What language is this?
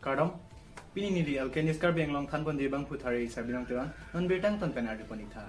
Karbi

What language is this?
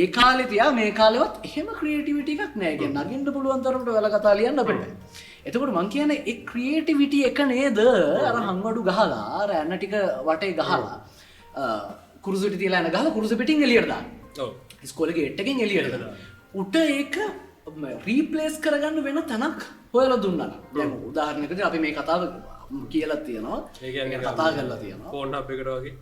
Sinhala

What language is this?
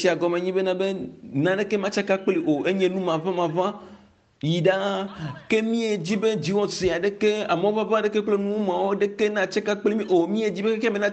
Ewe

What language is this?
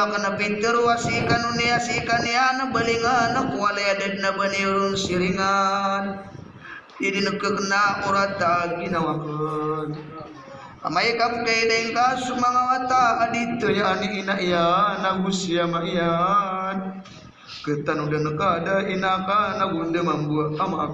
Maranao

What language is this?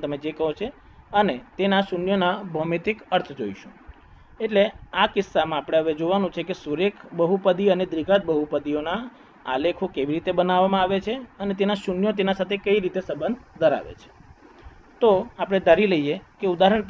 Gujarati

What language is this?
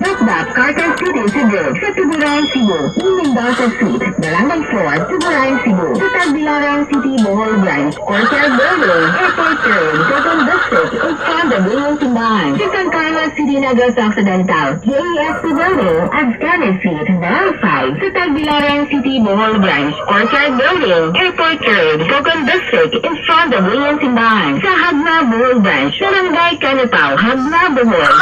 Cebuano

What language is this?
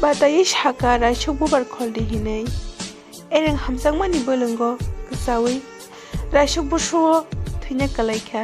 Kok Borok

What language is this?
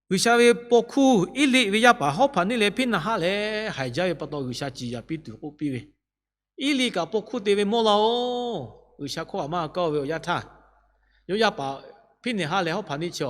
Lahu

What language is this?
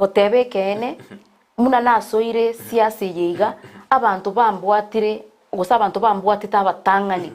Gusii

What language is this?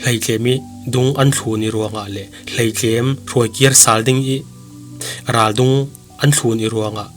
Falam Chin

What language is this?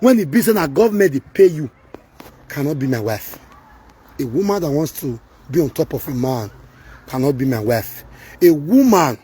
Nigerian Pidgin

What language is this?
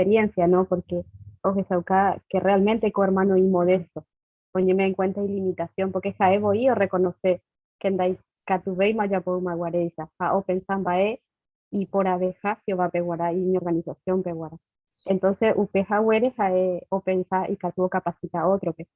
Guarani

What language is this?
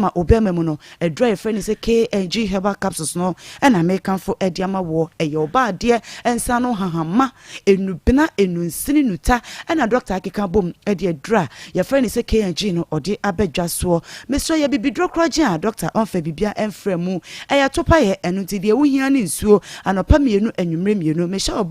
Akan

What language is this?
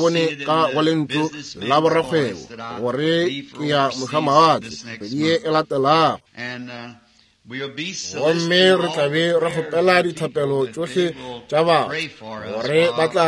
Northern Sotho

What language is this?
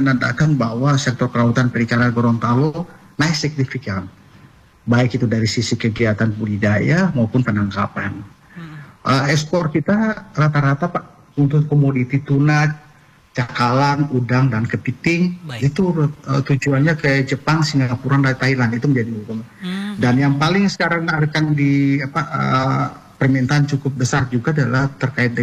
Indonesian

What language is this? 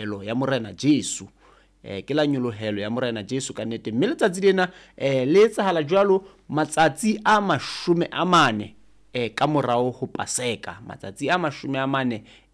Southern Sotho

